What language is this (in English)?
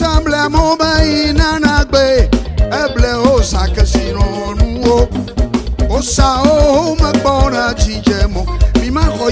Ewe